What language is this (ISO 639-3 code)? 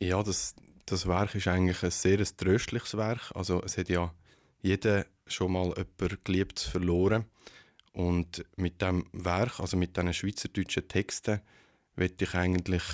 gsw